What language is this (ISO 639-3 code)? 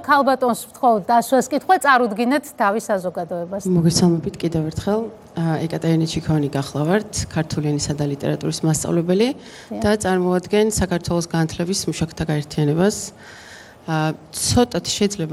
kat